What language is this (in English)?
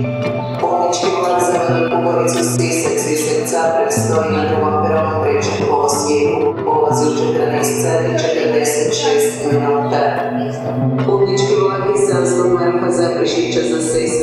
Croatian